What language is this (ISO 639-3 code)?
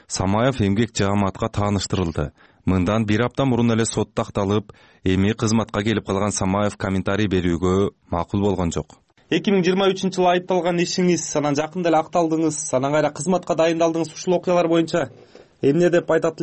kir